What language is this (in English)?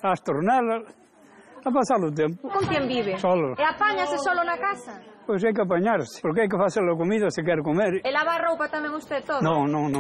Galician